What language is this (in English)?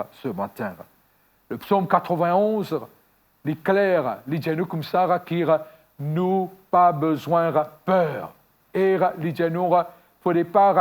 Morisyen